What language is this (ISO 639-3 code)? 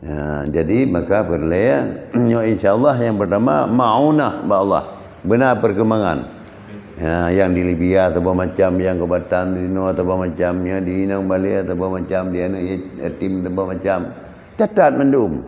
ace